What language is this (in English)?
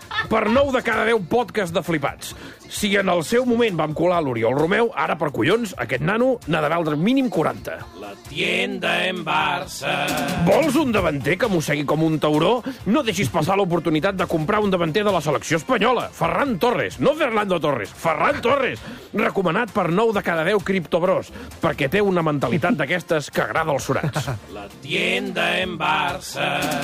Catalan